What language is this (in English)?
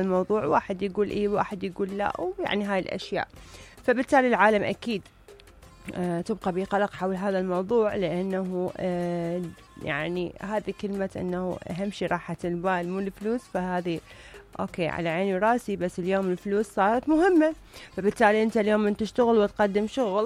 Mesopotamian Arabic